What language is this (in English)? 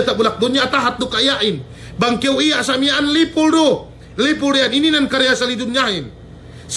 Yakan